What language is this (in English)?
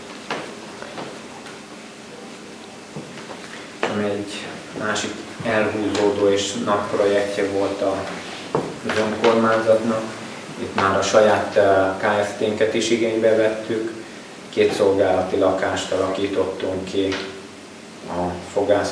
Hungarian